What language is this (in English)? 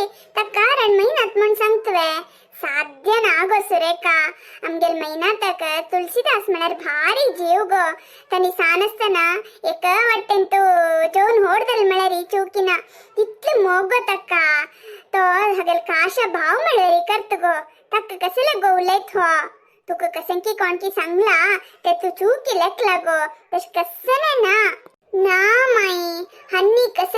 Konkani